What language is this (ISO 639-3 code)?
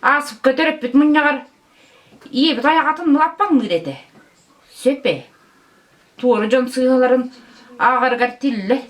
sah